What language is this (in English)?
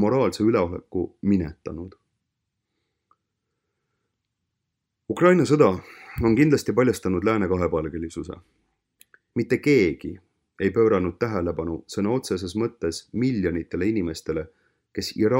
Estonian